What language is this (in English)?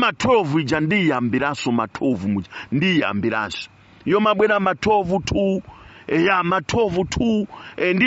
Nyanja